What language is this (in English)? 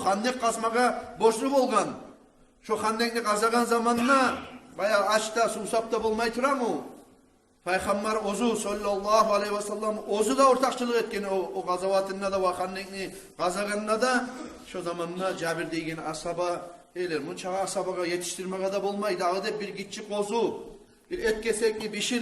Kumyk